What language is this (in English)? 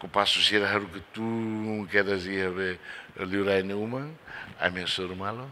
Tetum